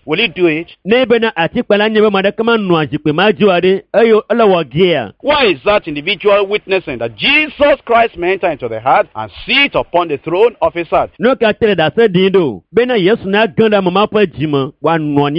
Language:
Ewe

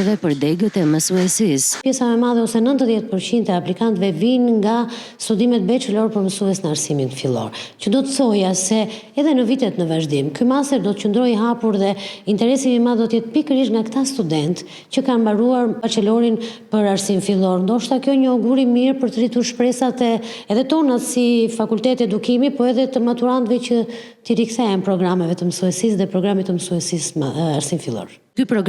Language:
Albanian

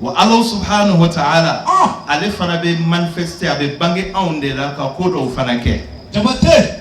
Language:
Bambara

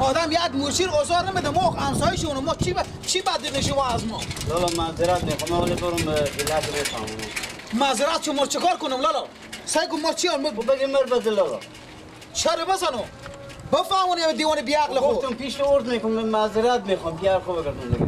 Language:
Persian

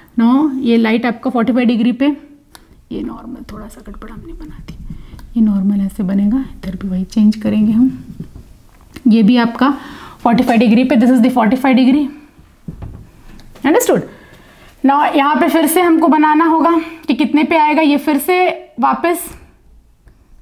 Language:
Hindi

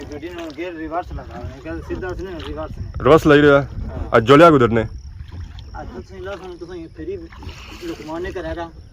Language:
Pahari-Potwari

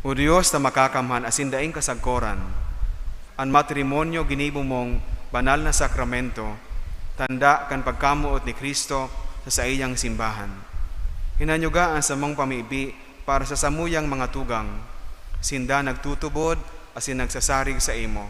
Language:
Bikol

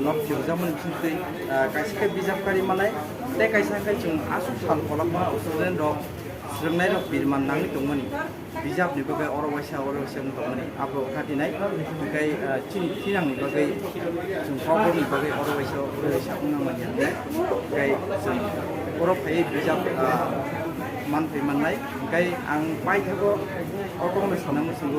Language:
Kok Borok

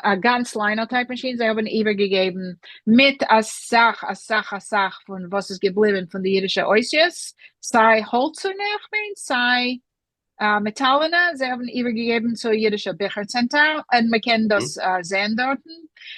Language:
Yiddish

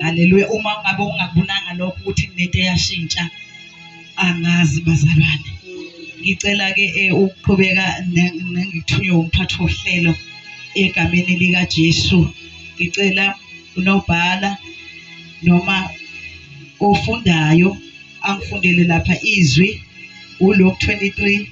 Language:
Zulu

